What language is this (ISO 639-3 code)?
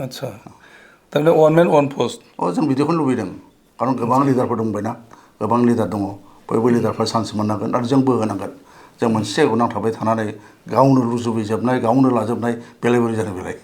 brx